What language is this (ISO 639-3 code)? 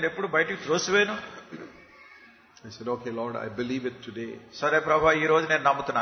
tel